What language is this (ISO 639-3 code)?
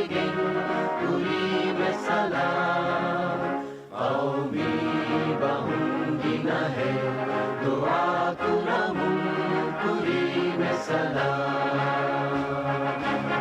div